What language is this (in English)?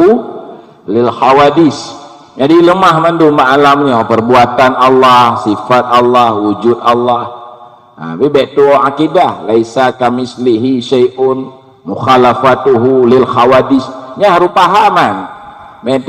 Achinese